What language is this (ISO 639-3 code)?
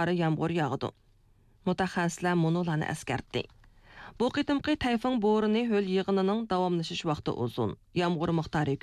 uig